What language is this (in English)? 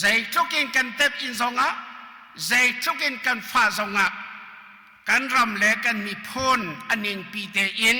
Hakha Chin